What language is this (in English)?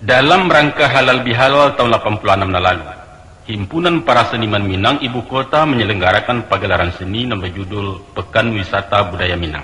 Minangkabau